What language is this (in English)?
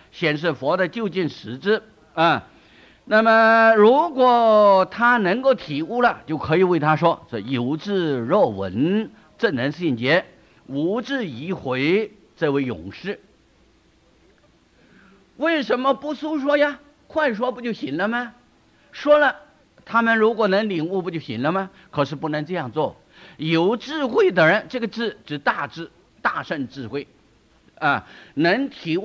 Chinese